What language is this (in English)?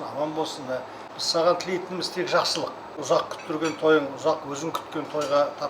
Kazakh